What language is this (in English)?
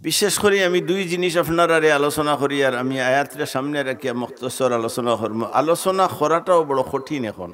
Sylheti